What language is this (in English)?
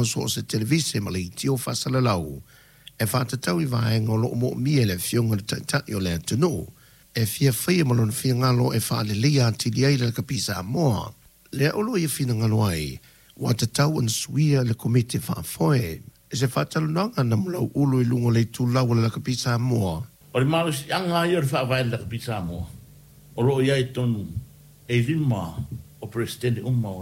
Samoan